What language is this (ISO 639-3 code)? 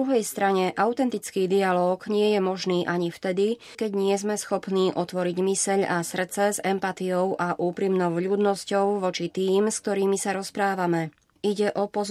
slk